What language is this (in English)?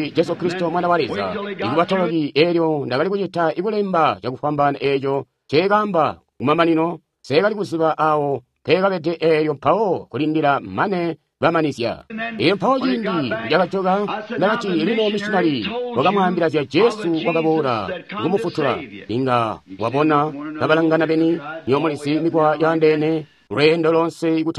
Tonga (Zambia)